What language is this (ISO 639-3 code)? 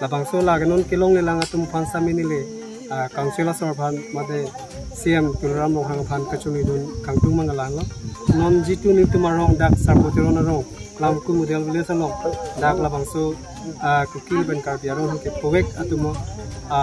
mjw